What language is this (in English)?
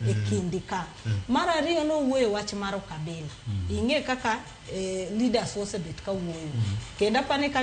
Luo (Kenya and Tanzania)